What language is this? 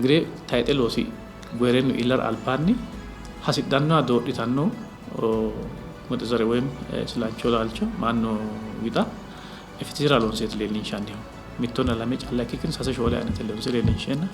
Sidamo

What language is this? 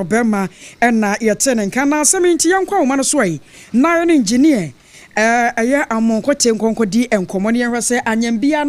Akan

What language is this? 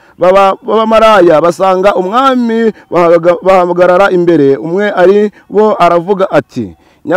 Kinyarwanda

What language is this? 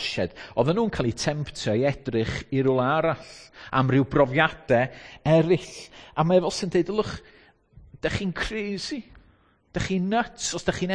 Welsh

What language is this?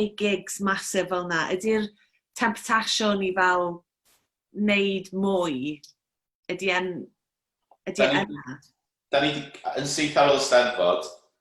Welsh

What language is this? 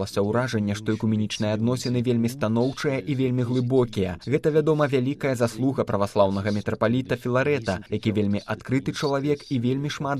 Belarusian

